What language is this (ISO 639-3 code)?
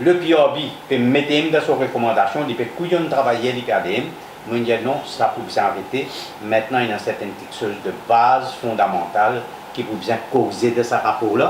mfe